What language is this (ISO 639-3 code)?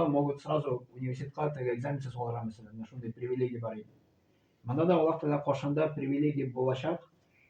tat